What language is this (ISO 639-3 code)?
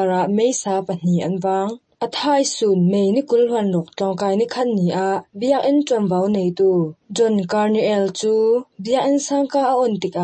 cnh